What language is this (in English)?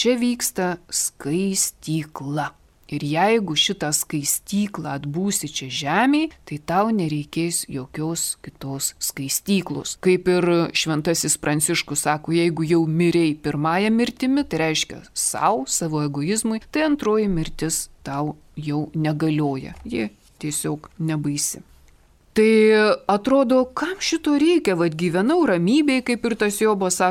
Lithuanian